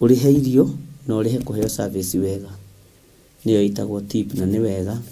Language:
Kikuyu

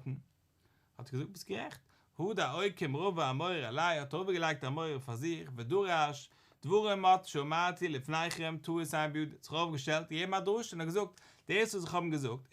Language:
Yiddish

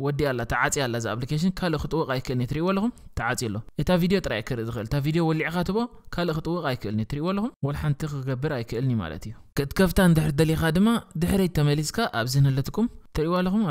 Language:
Tigrinya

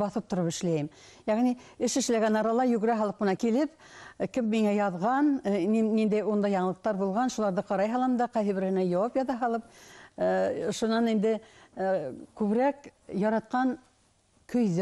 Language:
Bashkir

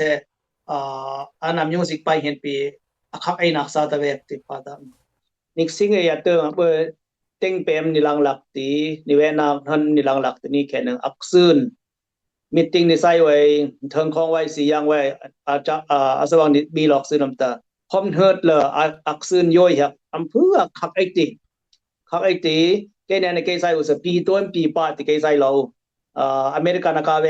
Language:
Dimasa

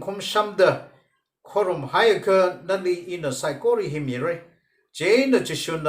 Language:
Tangkhul Naga (India)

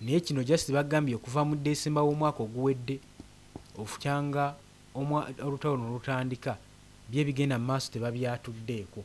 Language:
Ganda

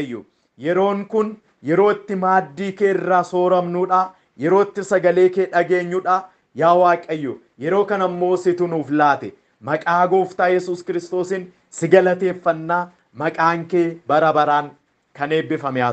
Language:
Oromo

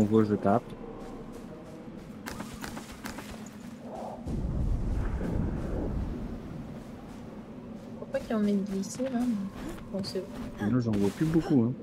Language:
French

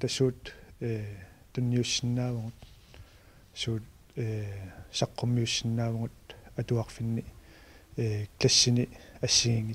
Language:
Kalaallisut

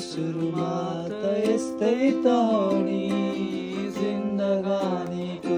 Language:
Nepali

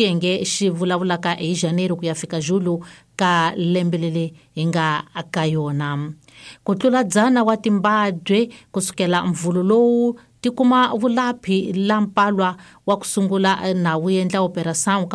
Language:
Tsonga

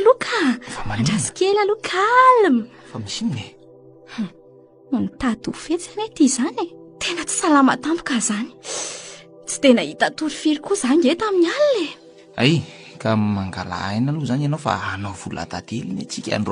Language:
Malagasy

